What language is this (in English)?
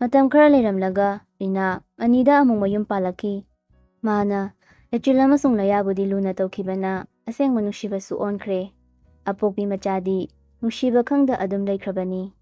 Manipuri